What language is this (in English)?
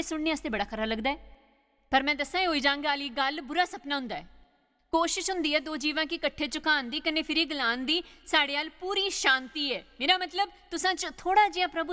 Dogri